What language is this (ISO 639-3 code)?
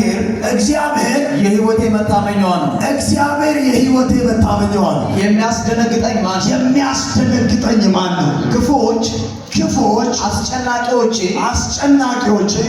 amh